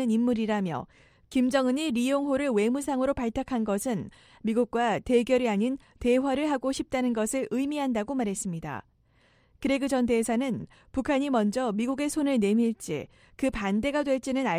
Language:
Korean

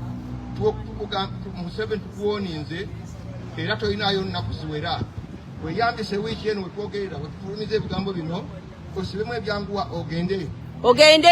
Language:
Ganda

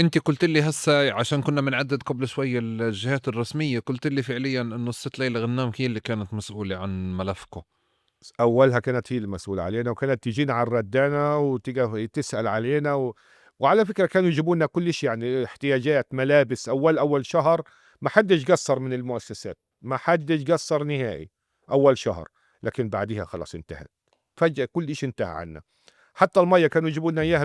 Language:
North Levantine Arabic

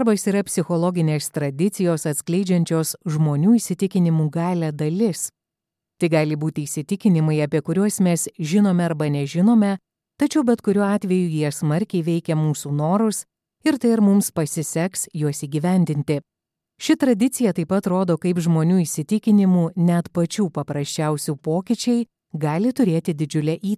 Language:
Lithuanian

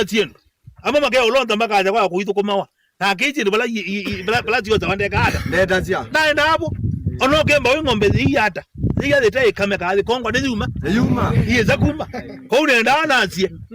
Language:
Kamba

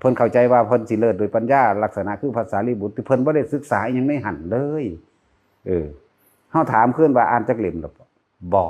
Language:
Northeastern Thai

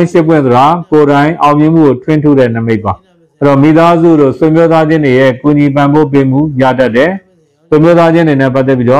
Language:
Burmese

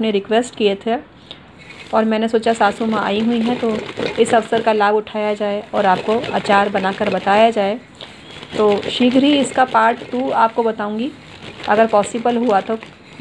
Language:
Hindi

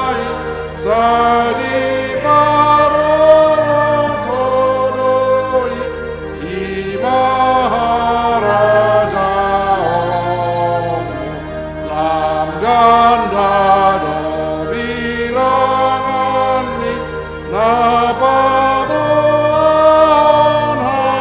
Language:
Batak Toba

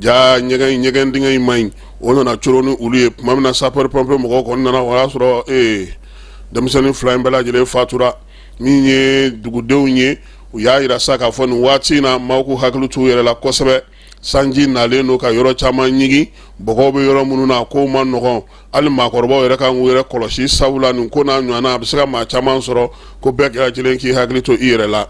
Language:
Bambara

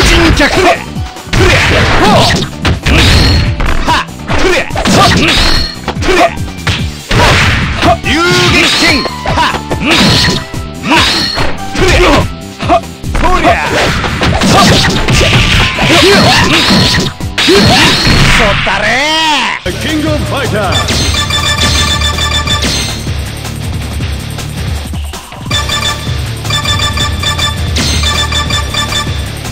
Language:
Japanese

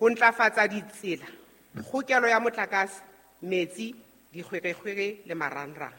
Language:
Southern Sotho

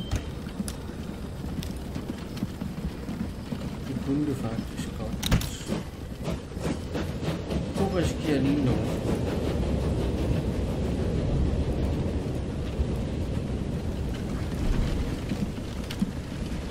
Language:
Danish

